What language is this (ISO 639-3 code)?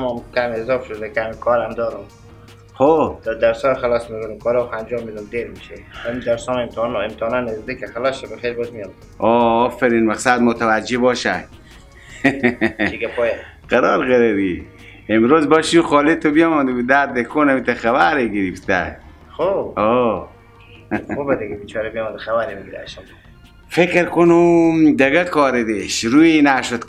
fas